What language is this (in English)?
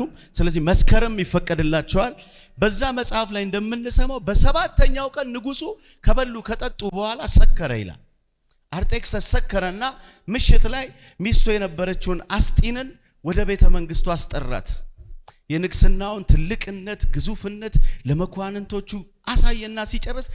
Amharic